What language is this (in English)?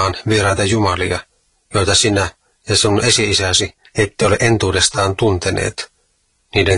Finnish